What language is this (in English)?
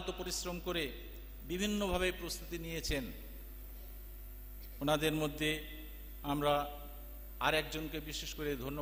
Bangla